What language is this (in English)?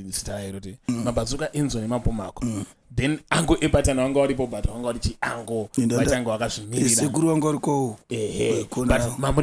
Shona